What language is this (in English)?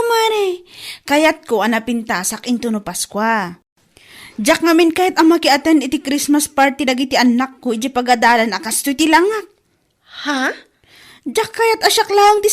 Iloko